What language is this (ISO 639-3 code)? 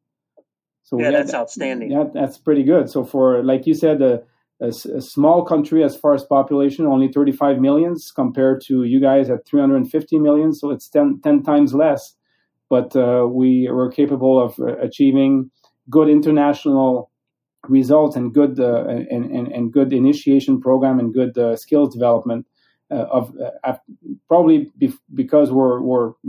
eng